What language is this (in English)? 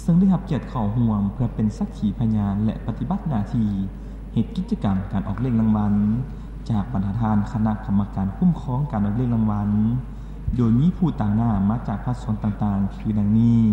Lao